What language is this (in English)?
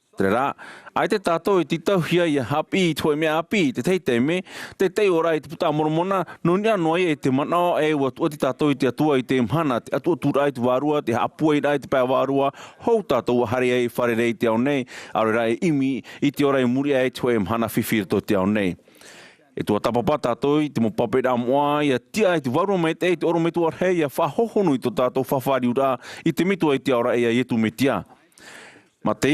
Tahitian